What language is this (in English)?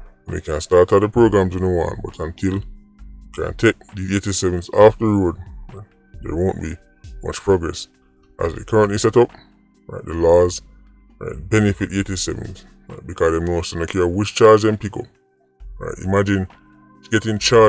Jamaican Creole English